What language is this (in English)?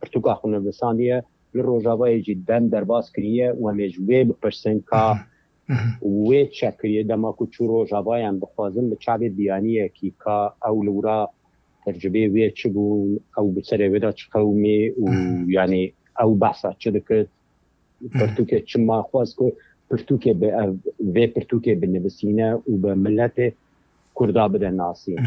Kurdish